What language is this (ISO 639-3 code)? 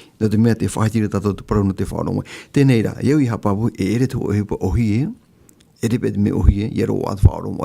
tah